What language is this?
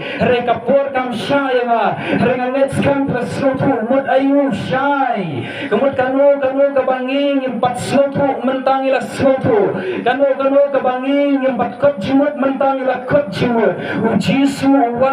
Khasi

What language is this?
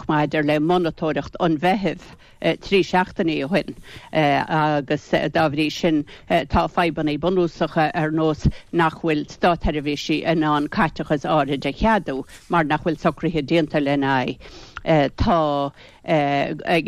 Irish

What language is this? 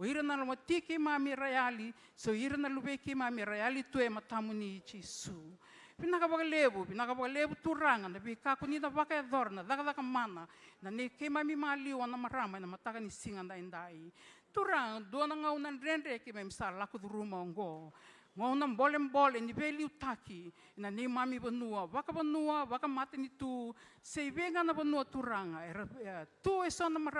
Fijian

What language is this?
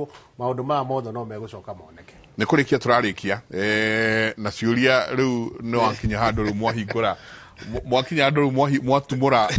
Kikuyu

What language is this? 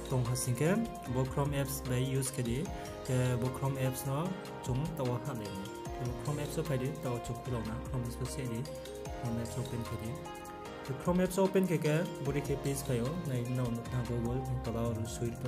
Riang (India)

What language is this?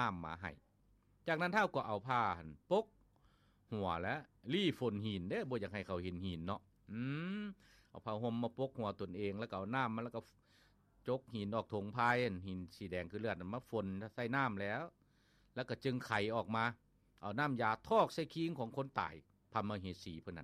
Lao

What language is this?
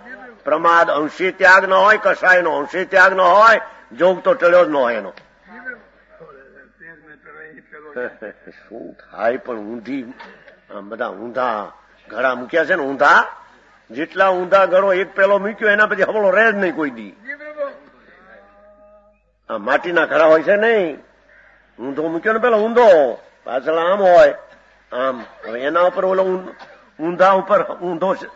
Gujarati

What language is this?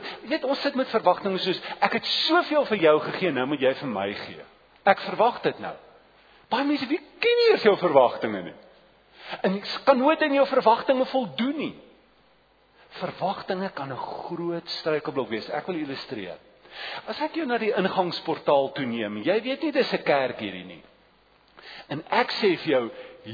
Afrikaans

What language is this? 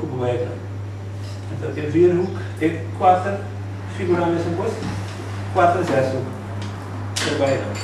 Papiamento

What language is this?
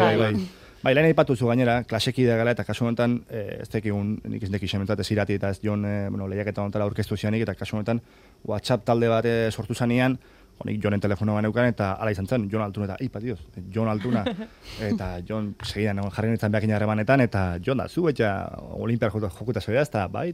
Basque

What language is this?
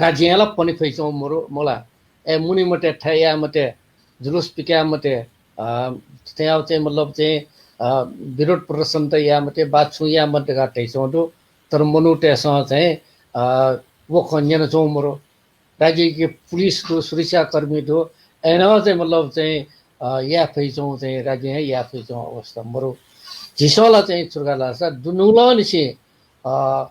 Newari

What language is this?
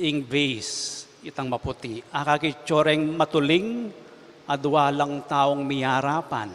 Pampanga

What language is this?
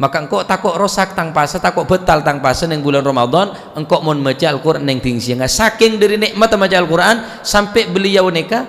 Madurese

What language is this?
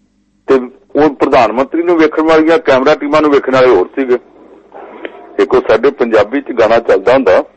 Punjabi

